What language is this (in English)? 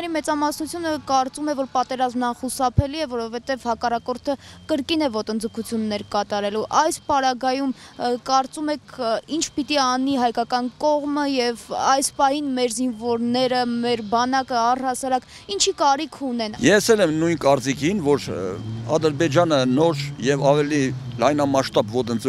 Armenian